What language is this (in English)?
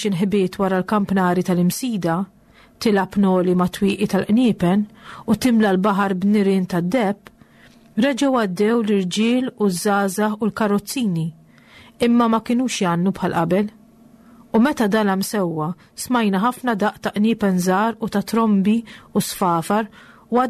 Maltese